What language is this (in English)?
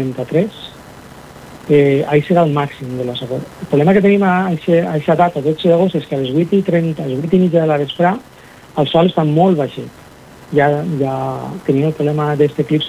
Catalan